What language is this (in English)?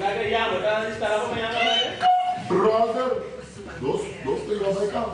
Papiamento